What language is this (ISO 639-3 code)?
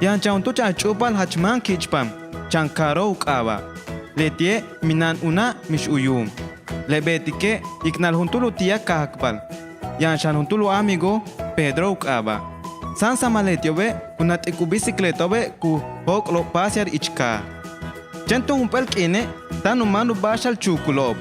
yua